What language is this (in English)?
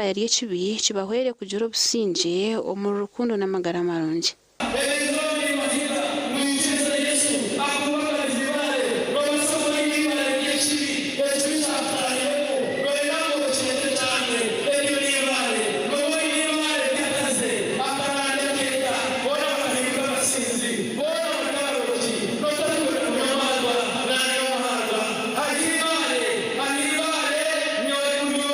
Nyankole